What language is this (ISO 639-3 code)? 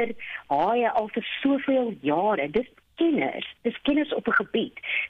afr